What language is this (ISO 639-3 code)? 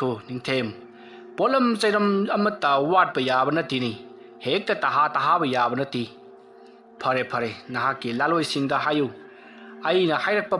mni